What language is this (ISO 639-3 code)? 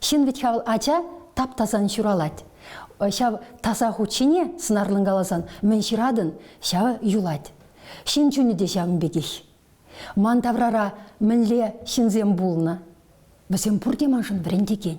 chv